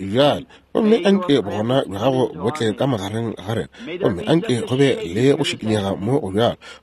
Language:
Northern Sotho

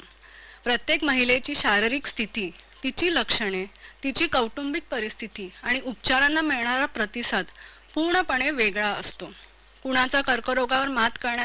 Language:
Marathi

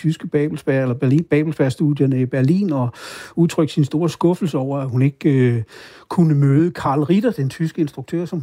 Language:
Danish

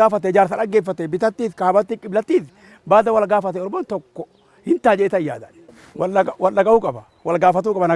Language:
Oromo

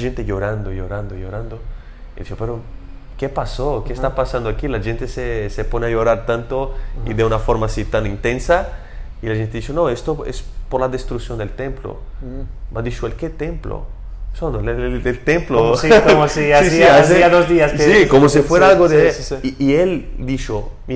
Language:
Ladino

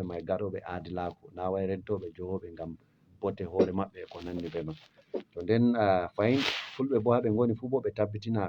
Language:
Fula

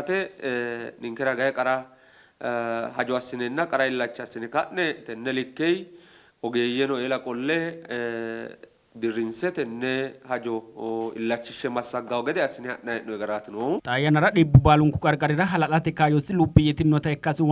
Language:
Sidamo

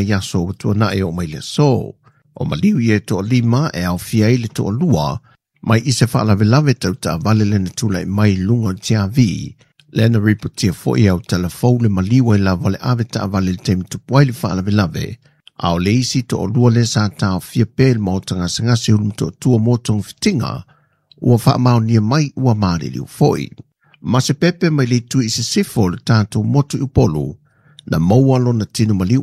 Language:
Samoan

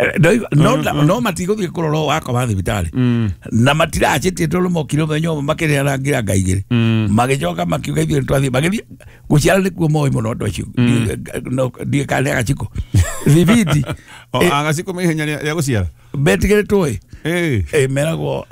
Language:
Kikuyu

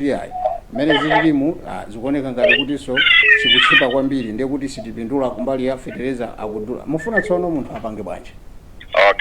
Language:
Nyanja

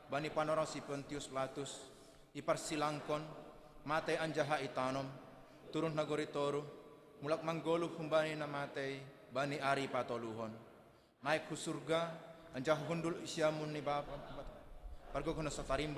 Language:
Batak Simalungun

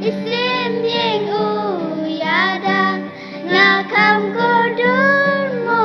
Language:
Khasi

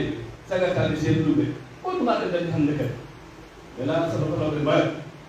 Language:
Pular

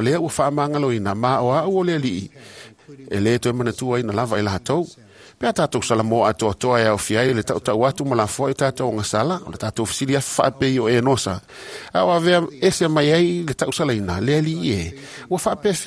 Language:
Samoan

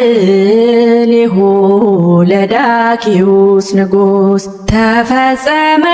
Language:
Amharic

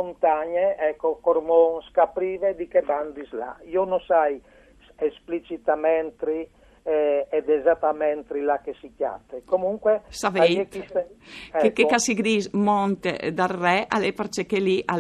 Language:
Friulian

